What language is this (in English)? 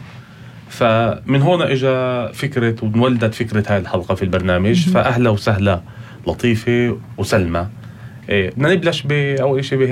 North Levantine Arabic